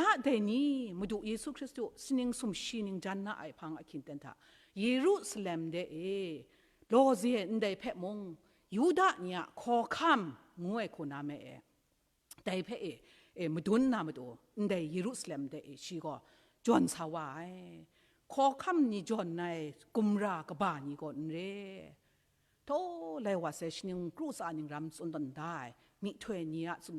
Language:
Kachin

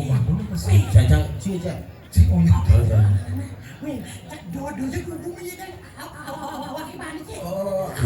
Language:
Balinese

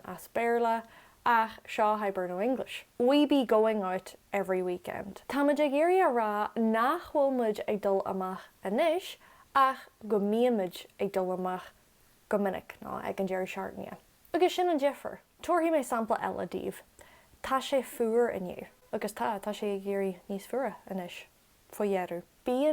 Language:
Irish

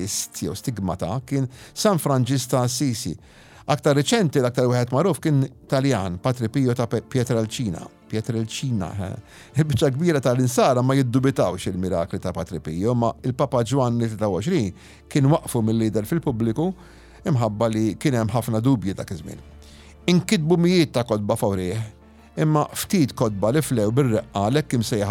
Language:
Maltese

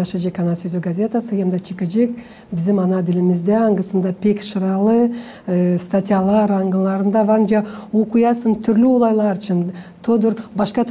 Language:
Gagauz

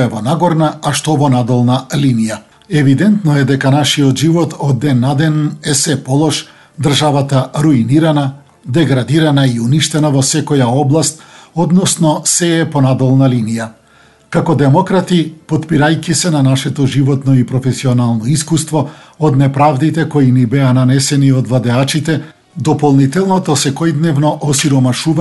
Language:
Macedonian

